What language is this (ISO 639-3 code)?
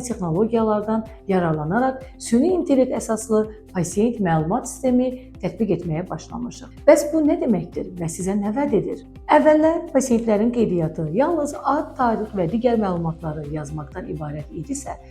aze